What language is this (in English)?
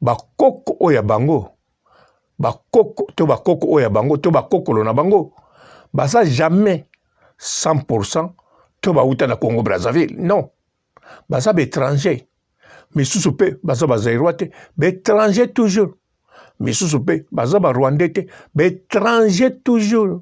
Lingala